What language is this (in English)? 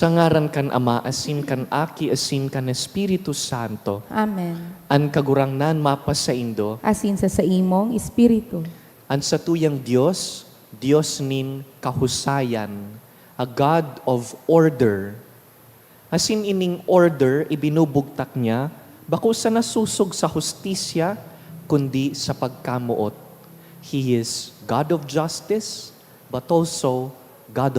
Bikol